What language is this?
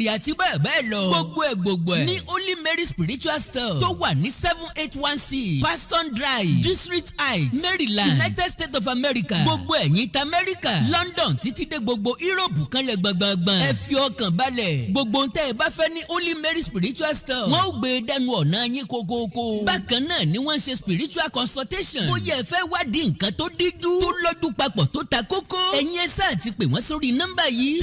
Yoruba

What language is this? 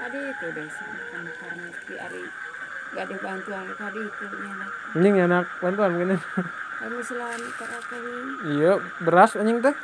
Sundanese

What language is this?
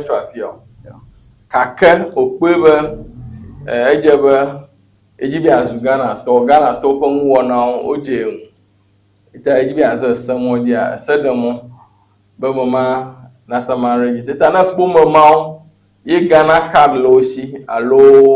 Ewe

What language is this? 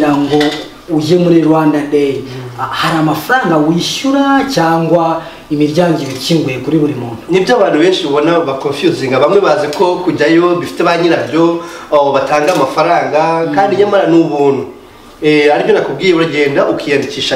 Kinyarwanda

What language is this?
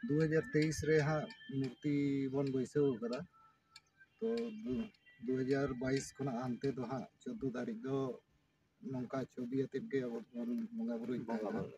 Santali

